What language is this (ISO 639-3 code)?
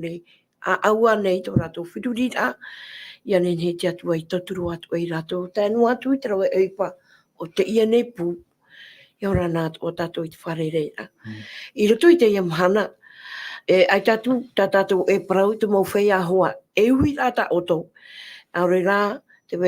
tah